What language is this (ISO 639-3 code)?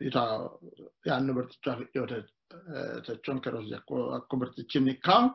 sid